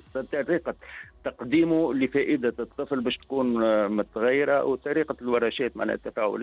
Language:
Tunisian Arabic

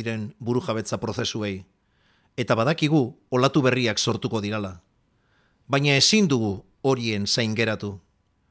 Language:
Basque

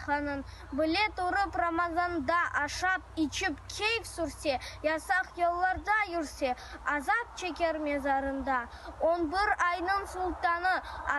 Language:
Crimean Tatar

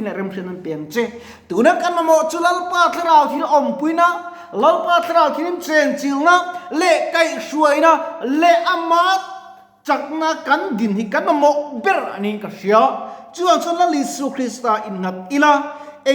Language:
Mizo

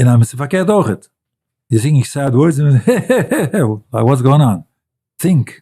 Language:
Yiddish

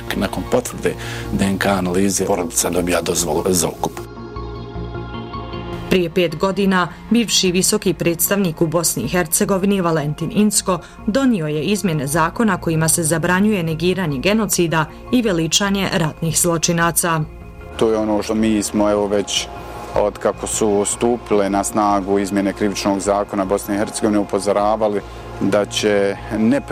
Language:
Bosnian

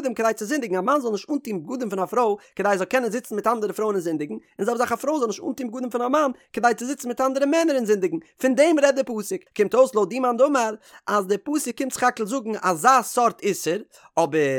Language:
Yiddish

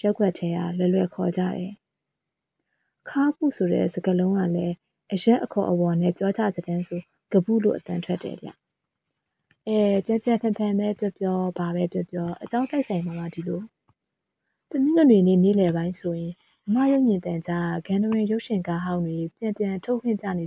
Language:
Burmese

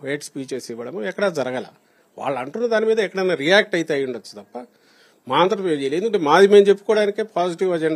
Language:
Telugu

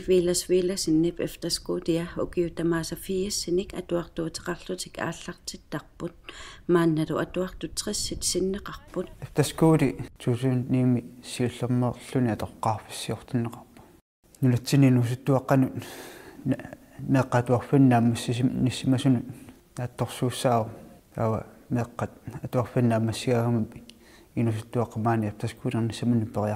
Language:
Kalaallisut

